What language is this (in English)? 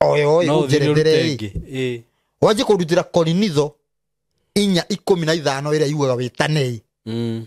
Kikuyu